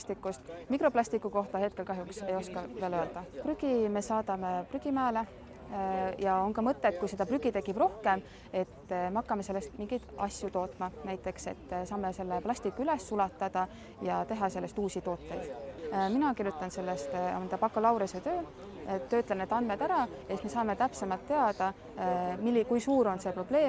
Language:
Estonian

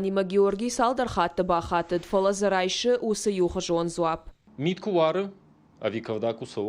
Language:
Ossetic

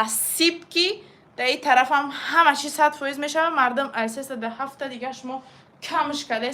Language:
Tajik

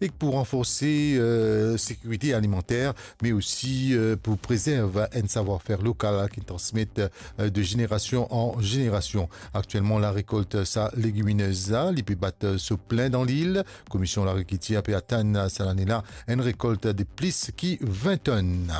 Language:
Morisyen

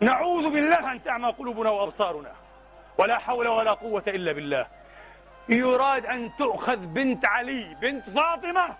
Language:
Mesopotamian Arabic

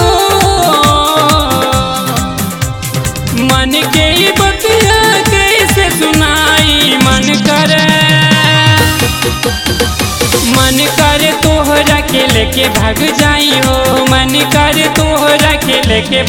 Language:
Bhojpuri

